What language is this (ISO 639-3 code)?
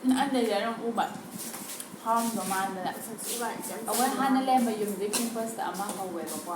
mni